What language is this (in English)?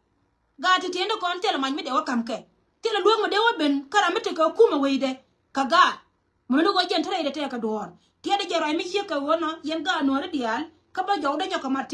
Nuer